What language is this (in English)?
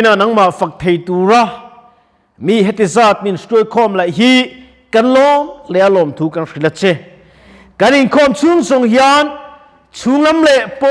Mizo